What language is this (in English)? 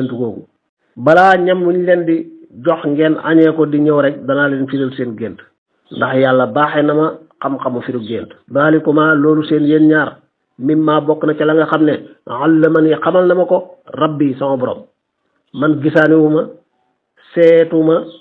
Wolof